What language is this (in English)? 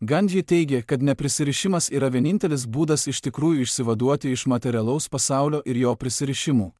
Lithuanian